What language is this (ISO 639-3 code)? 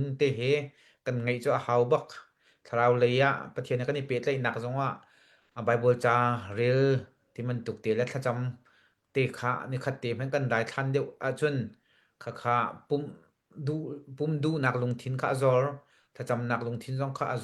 cnh